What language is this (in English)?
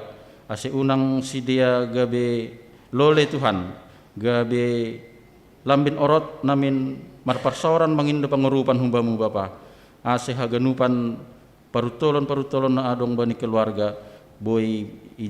Batak Simalungun